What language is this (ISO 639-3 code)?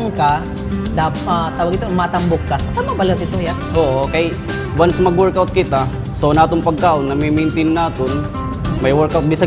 war